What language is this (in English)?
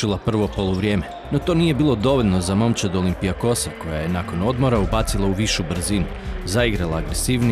Croatian